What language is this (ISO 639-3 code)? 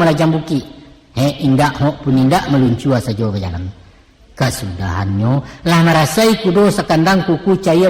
min